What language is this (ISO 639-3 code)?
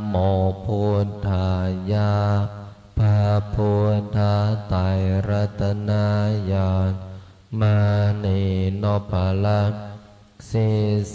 pli